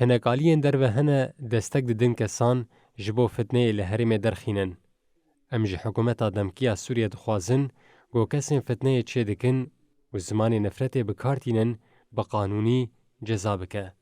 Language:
Kurdish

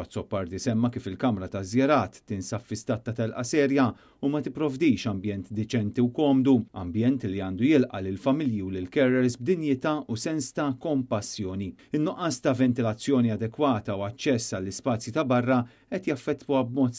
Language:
Maltese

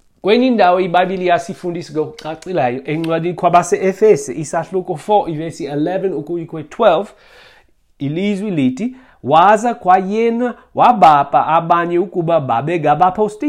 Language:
Xhosa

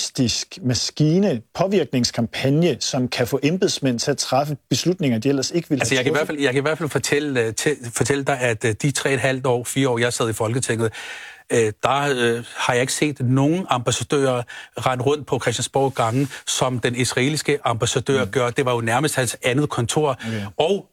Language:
Danish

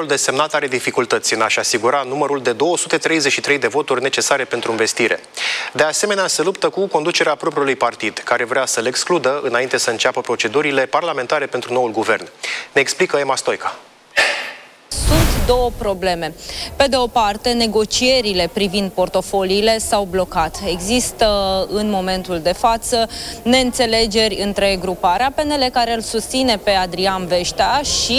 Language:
Romanian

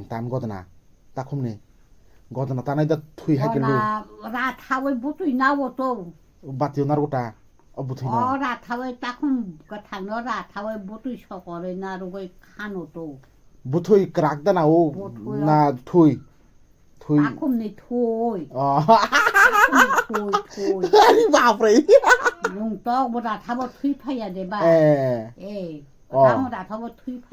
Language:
Kok Borok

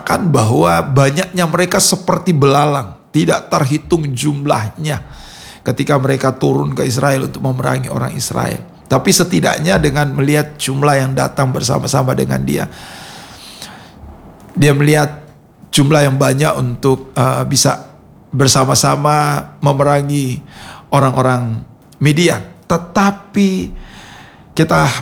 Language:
Indonesian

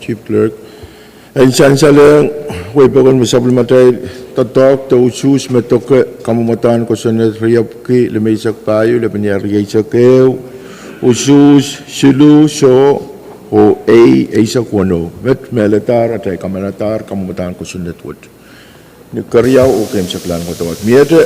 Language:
Pohnpeian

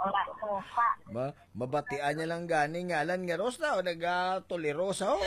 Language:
Hiligaynon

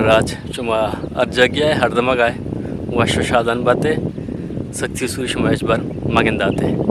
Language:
Eastern Balochi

